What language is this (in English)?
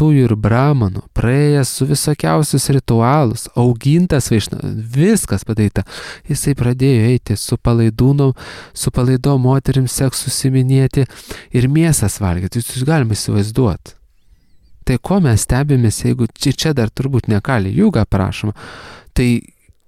Lithuanian